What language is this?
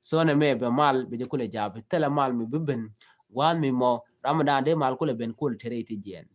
Nuer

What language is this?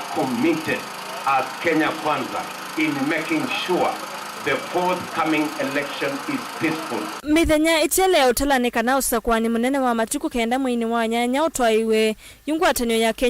Kamba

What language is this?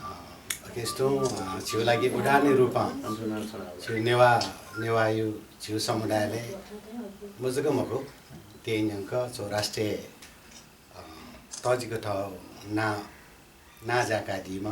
Newari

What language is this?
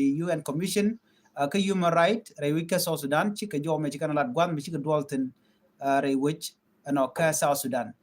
Nuer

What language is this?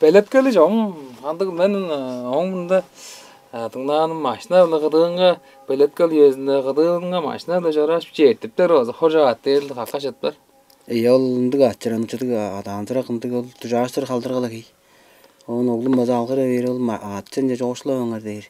Tuvinian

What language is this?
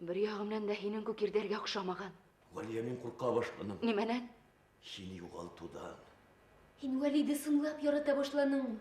Bashkir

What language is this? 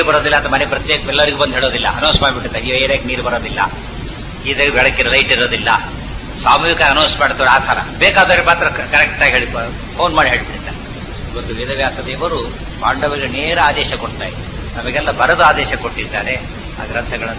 Kannada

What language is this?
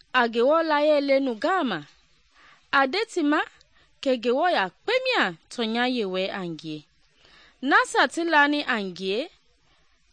Mende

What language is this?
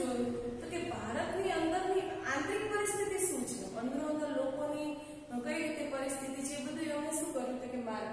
Gujarati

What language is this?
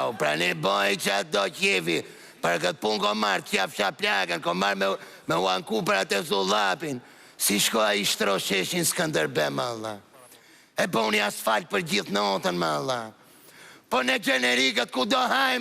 Albanian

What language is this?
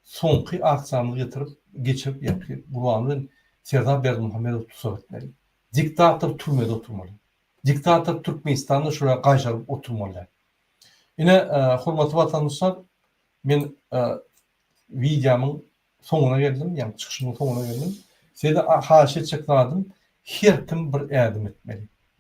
Turkmen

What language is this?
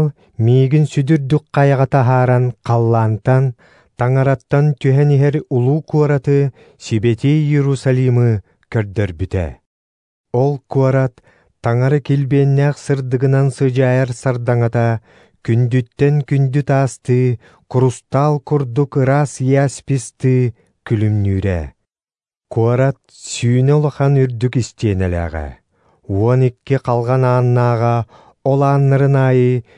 Yakut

